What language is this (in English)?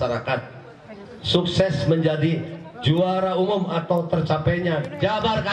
Indonesian